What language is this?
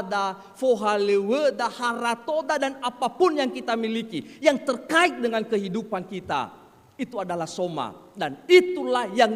Nias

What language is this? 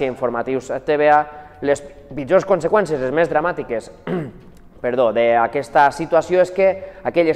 Catalan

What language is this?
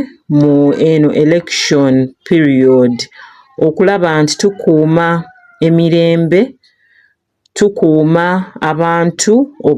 Ganda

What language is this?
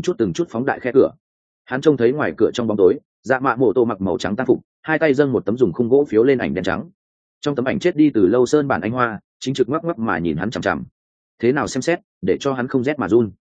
Vietnamese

